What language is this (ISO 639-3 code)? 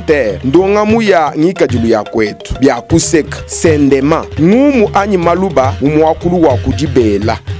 lua